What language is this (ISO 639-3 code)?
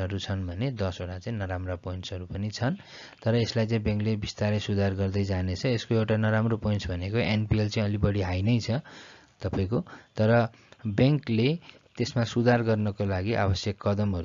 nep